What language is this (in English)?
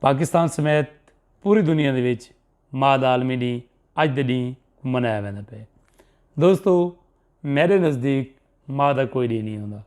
Saraiki